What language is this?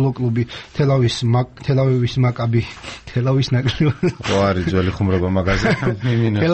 Georgian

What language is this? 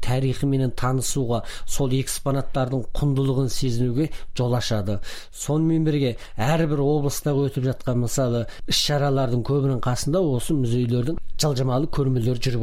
Kazakh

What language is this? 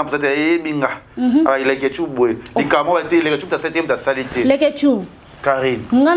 Lingala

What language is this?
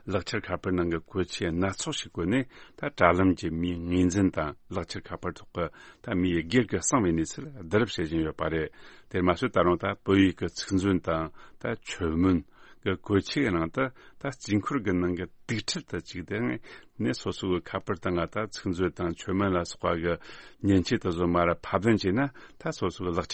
Tibetan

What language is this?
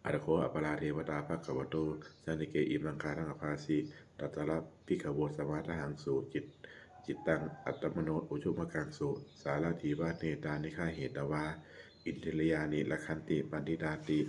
Pali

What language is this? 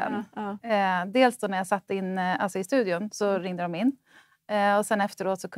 Swedish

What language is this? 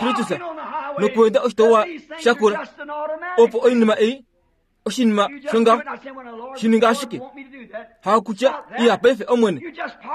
Kuanyama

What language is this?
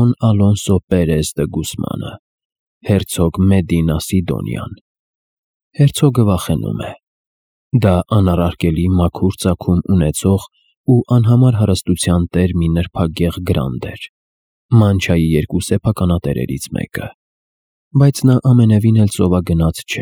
Armenian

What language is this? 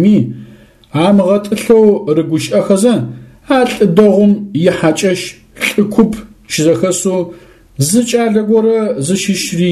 Adyghe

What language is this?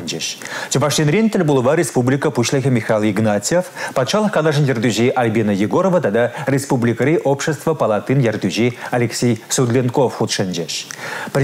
Chuvash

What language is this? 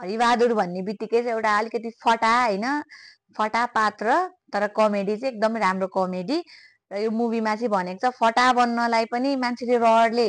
Nepali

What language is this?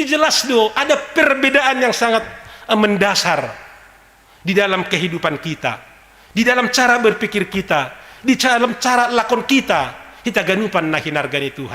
Batak Simalungun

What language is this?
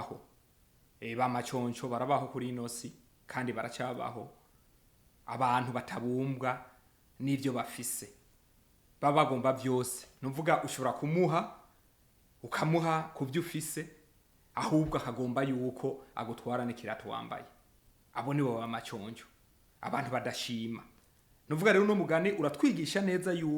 Rundi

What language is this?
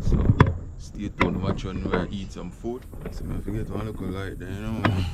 Jamaican Creole English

